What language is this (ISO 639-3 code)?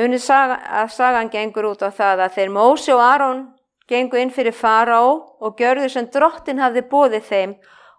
isl